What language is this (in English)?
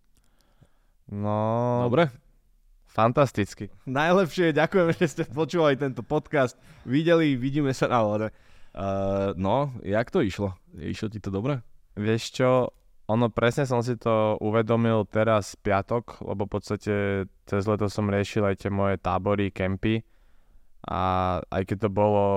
Slovak